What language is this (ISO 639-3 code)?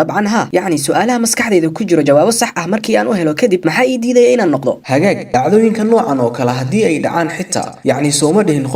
som